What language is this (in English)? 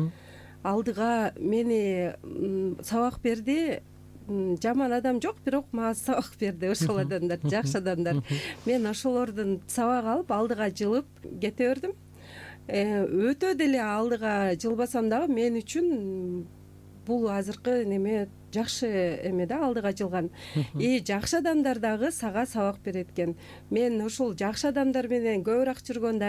Kyrgyz